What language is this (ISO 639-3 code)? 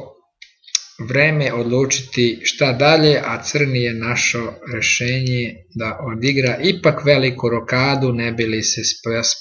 srp